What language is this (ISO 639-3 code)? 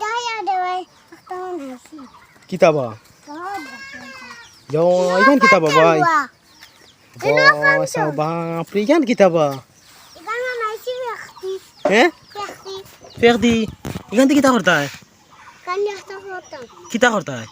syl